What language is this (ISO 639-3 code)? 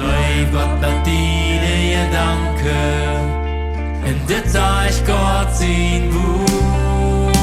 pdt